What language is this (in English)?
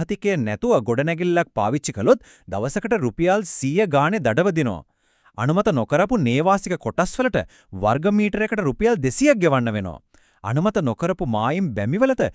Sinhala